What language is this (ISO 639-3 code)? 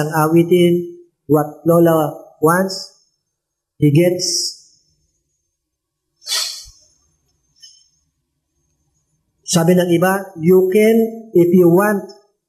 fil